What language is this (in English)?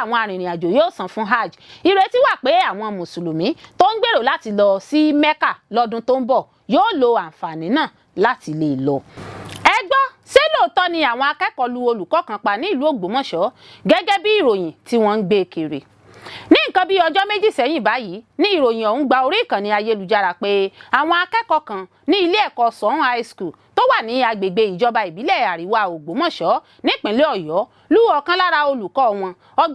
Yoruba